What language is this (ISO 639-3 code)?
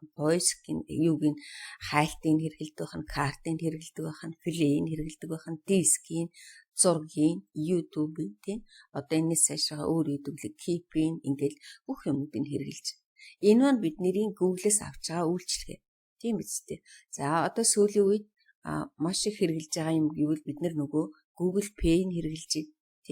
mon